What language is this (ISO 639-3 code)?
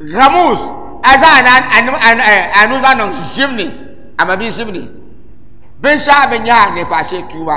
dag